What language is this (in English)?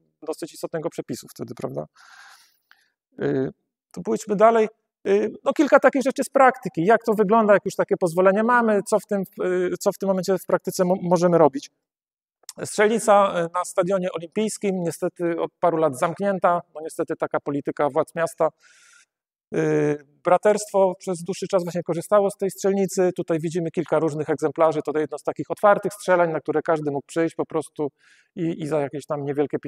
Polish